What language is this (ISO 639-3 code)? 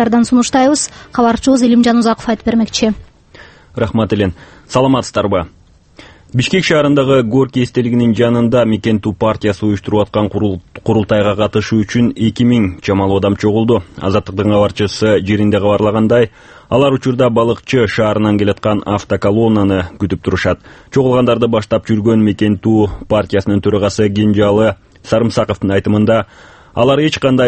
kir